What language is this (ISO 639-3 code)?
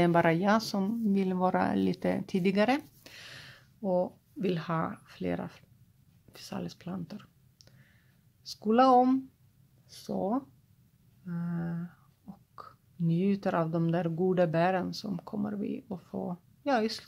swe